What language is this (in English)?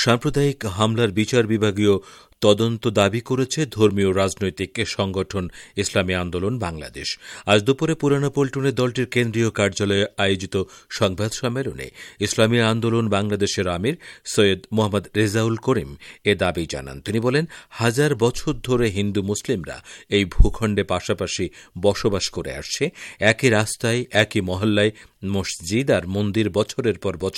Bangla